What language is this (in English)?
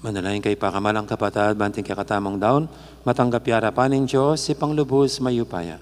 Pampanga